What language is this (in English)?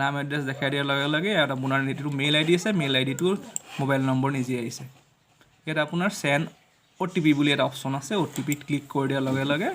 Assamese